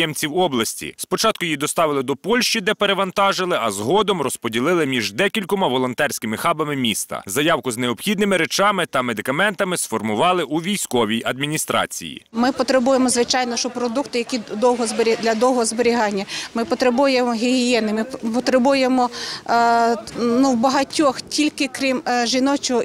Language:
Ukrainian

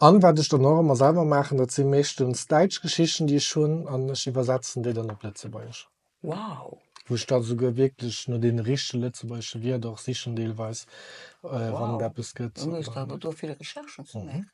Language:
Luxembourgish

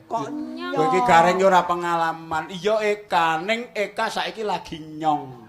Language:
Javanese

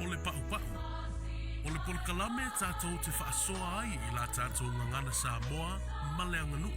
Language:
Samoan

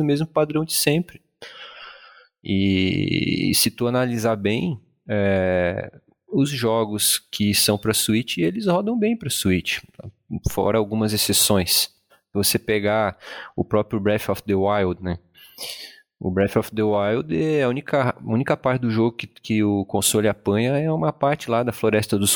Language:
Portuguese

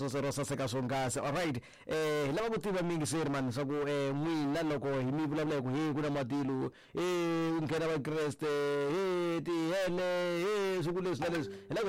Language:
Tsonga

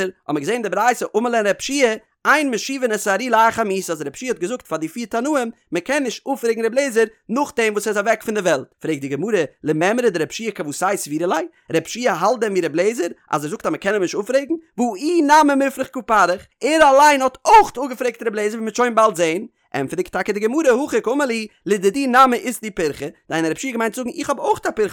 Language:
Yiddish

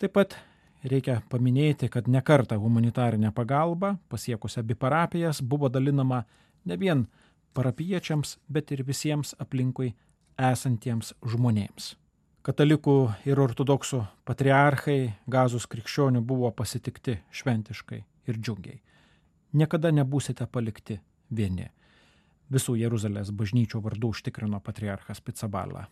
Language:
Lithuanian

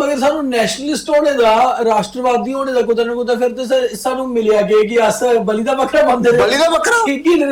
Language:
Dogri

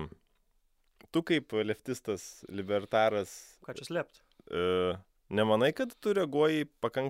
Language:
Lithuanian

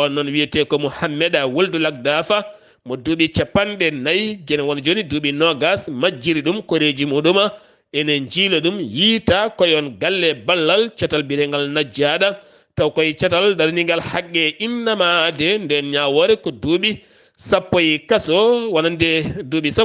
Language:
Fula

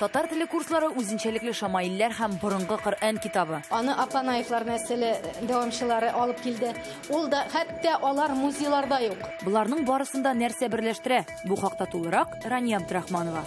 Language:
Tatar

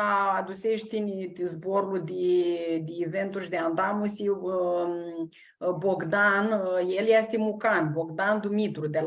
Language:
Aromanian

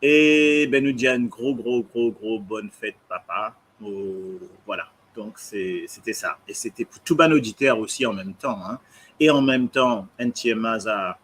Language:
Morisyen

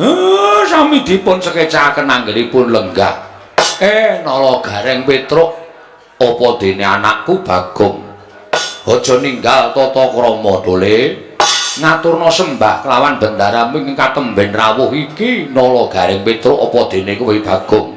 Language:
Javanese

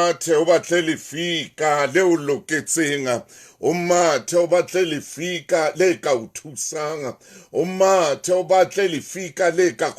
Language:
Southern Sotho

